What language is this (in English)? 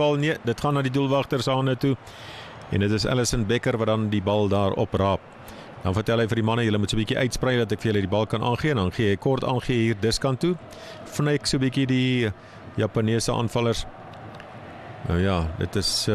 Afrikaans